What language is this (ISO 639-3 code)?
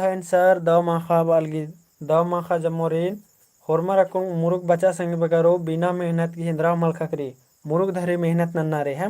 kru